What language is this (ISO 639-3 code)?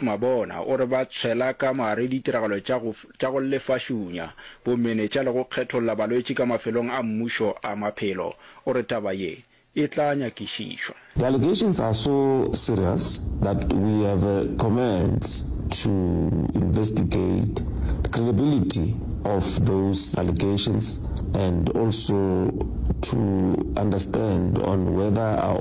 nso